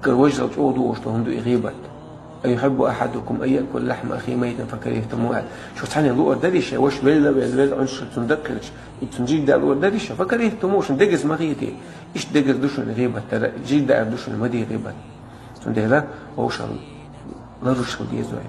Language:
Chechen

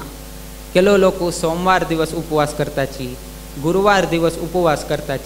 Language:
Konkani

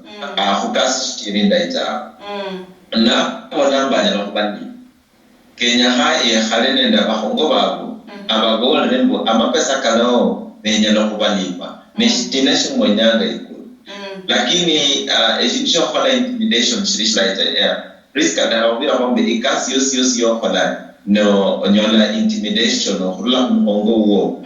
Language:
Luyia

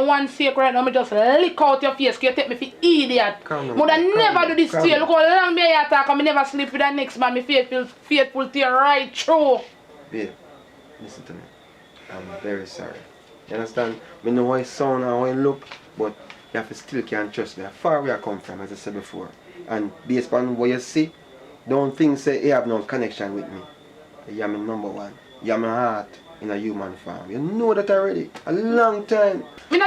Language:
Jamaican Creole English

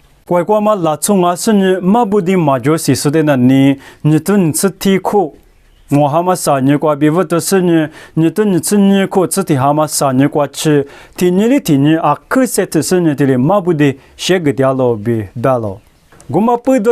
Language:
Lisu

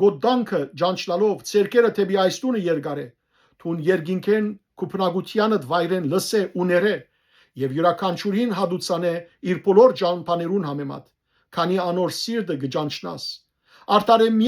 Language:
Western Armenian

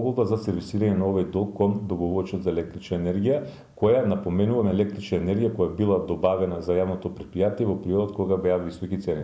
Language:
Macedonian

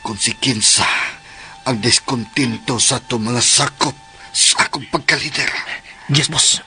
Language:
Cebuano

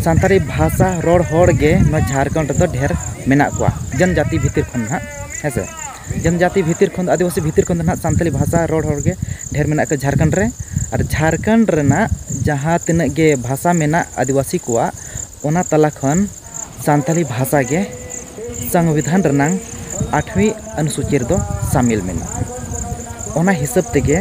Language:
Santali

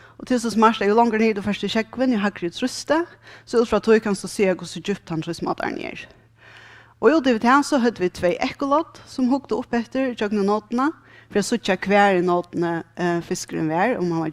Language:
Faroese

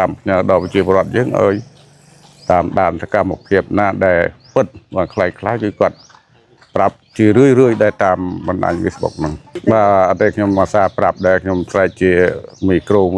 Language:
Khmer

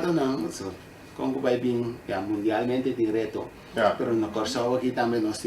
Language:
Papiamento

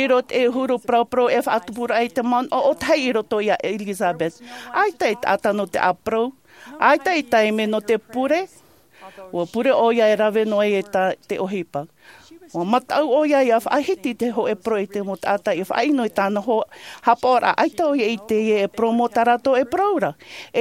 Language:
Tahitian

